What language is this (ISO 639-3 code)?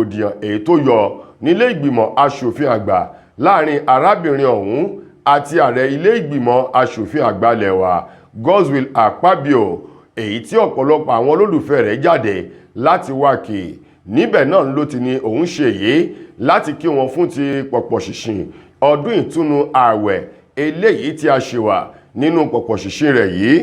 yor